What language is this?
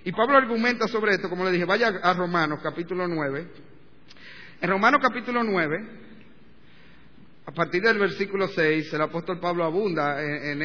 Spanish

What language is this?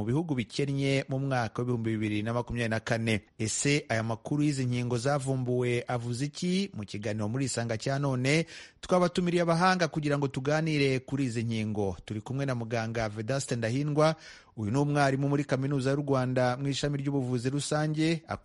Kinyarwanda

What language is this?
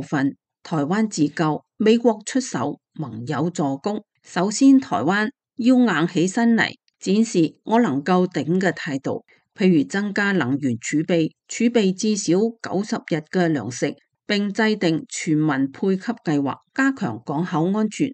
Cantonese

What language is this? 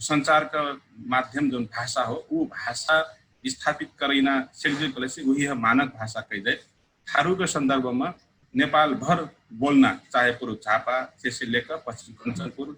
Dangaura Tharu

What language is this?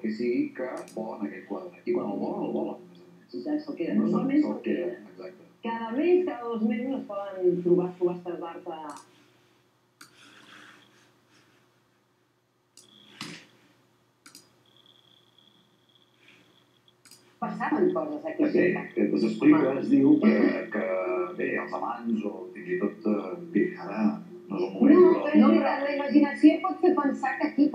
Catalan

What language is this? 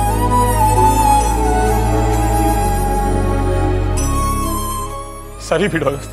Kannada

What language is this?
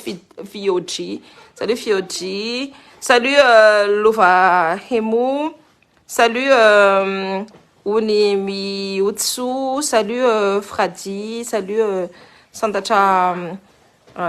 Malagasy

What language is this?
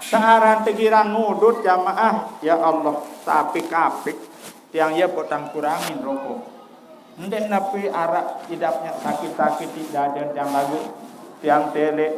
Sasak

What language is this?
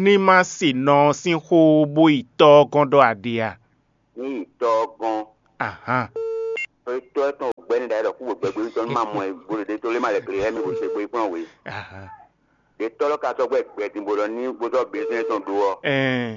Fon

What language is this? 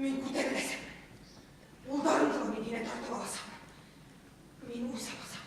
Bashkir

